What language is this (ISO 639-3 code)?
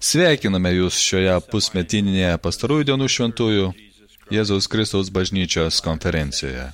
lit